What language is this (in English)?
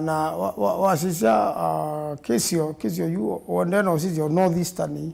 Kamba